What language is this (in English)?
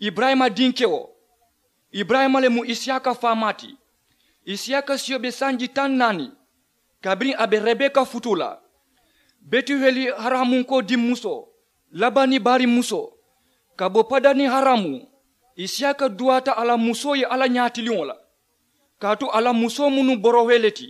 Mandingo